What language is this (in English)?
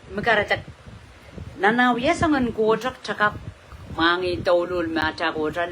Pohnpeian